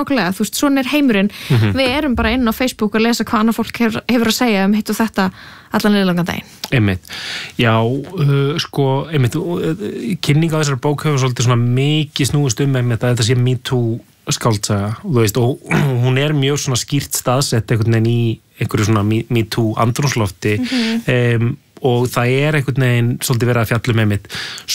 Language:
Icelandic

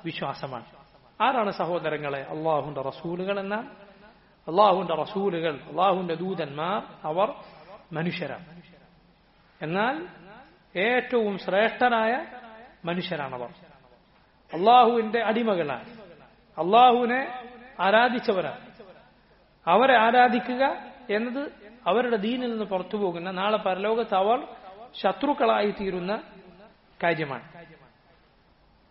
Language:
Malayalam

